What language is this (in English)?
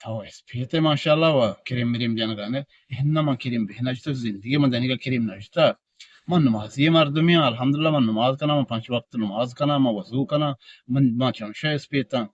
Eastern Balochi